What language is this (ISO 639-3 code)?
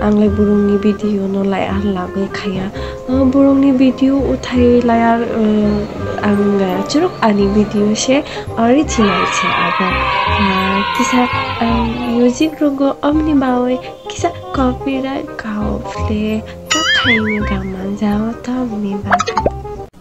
trp